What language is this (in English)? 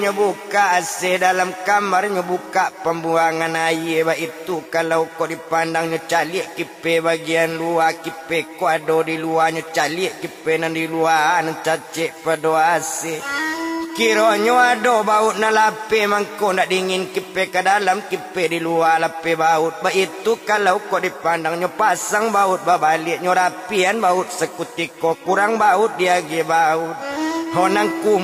Minangkabau